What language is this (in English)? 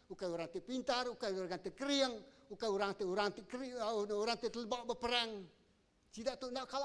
Iban